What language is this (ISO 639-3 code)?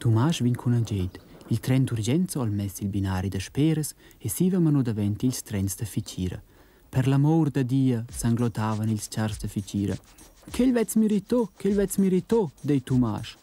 roh